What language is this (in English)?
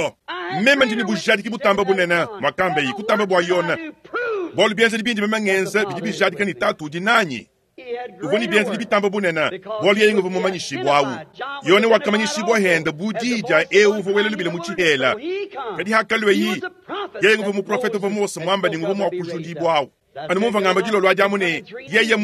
Luba-Lulua